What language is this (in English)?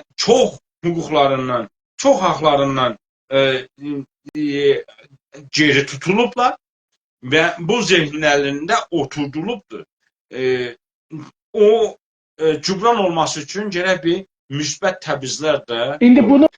South Azerbaijani